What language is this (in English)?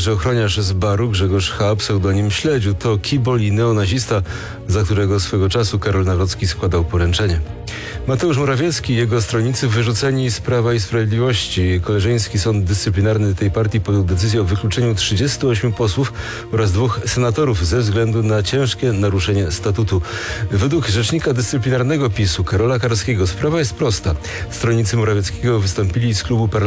Polish